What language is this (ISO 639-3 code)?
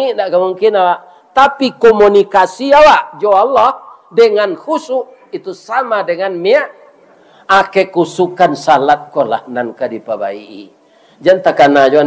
min